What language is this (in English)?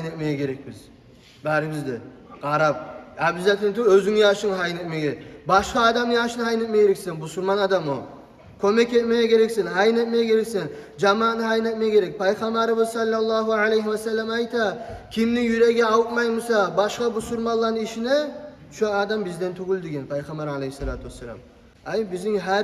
Kumyk